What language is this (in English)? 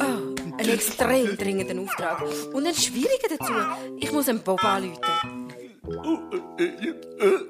Swiss German